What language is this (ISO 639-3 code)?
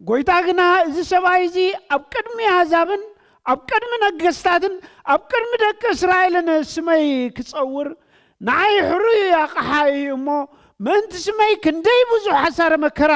tir